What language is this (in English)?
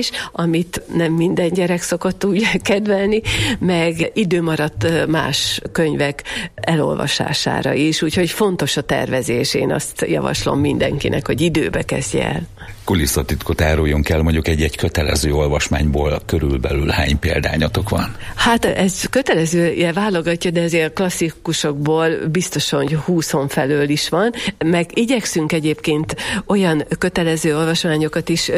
Hungarian